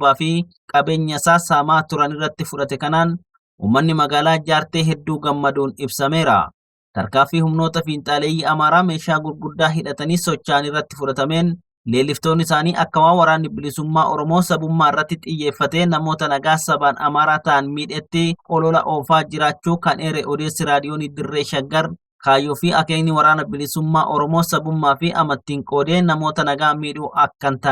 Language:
Oromo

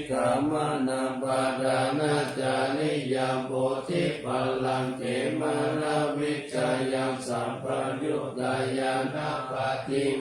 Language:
Pali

